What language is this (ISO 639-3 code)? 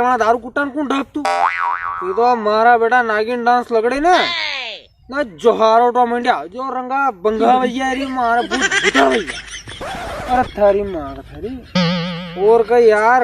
raj